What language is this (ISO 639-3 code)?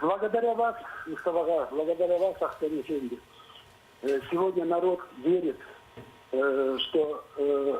crh